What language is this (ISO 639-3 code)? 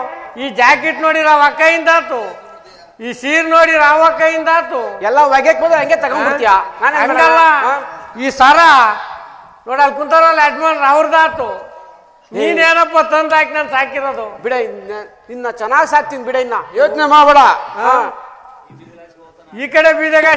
kan